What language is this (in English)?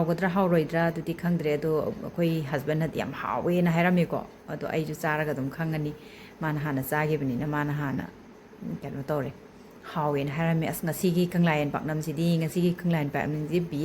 Manipuri